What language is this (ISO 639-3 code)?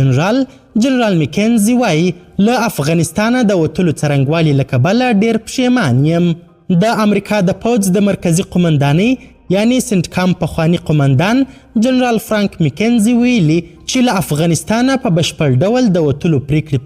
pus